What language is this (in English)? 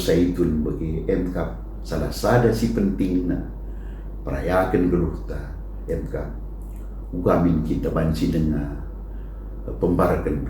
Batak Karo